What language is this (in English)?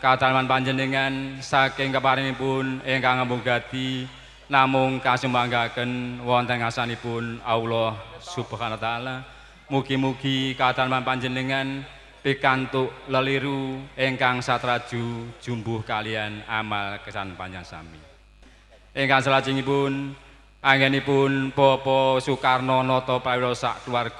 Javanese